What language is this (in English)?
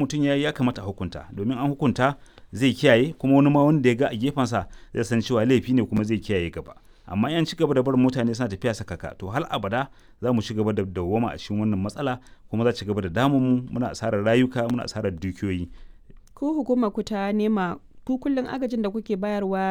Hausa